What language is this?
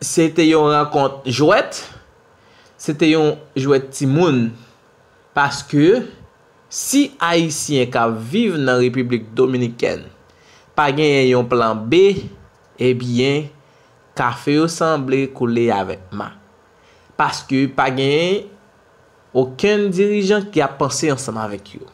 Haitian Creole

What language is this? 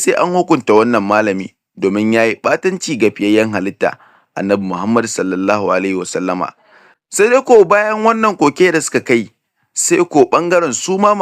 Hausa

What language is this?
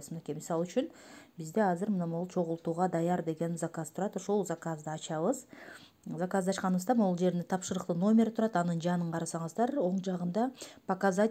Kyrgyz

